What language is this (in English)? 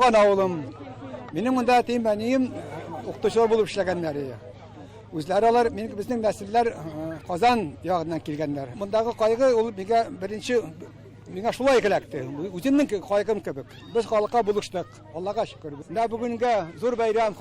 Tatar